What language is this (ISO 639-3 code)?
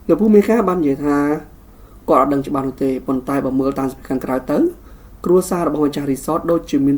khm